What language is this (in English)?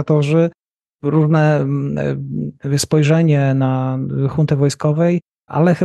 Polish